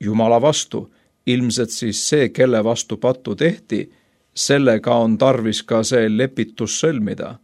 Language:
Estonian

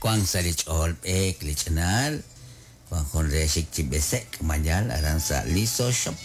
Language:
Kekchí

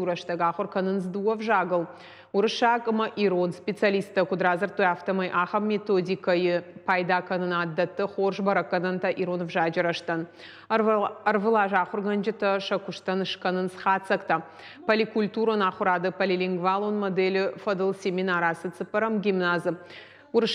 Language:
Ossetic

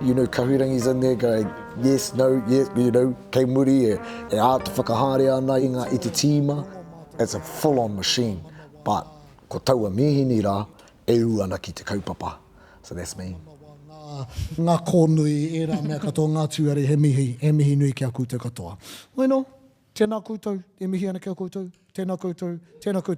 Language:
Māori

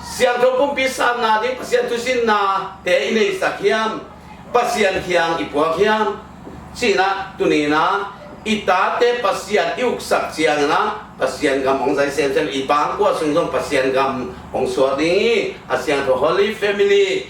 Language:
Tedim Chin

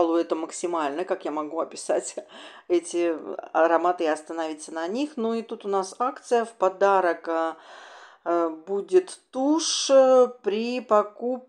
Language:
Russian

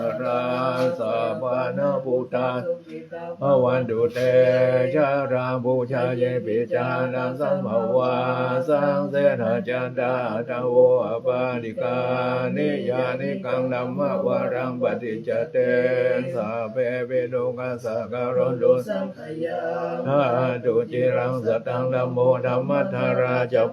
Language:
Pali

